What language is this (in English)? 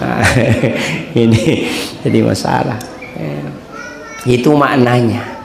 Buginese